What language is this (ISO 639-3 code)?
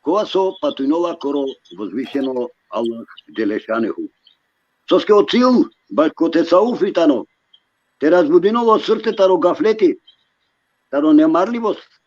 rmn